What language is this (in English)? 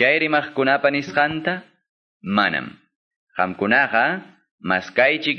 Quechua